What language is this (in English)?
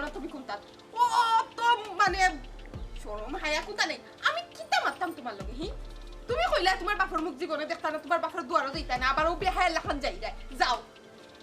Sylheti